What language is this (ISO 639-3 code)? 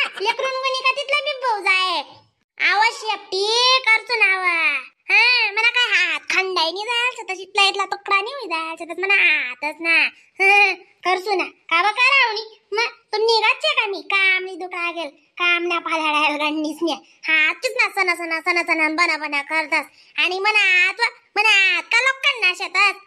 khn